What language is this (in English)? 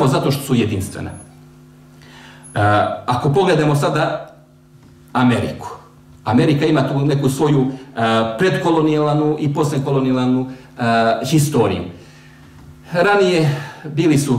Bosnian